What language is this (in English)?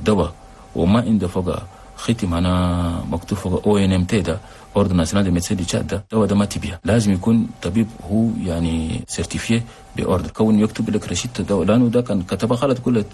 Chadian Arabic